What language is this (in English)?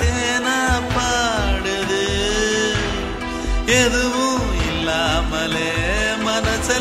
Tamil